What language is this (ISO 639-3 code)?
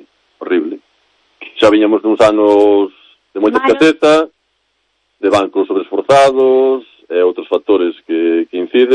glg